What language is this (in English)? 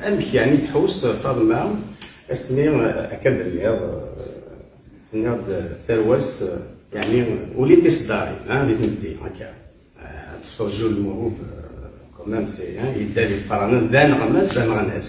Kabyle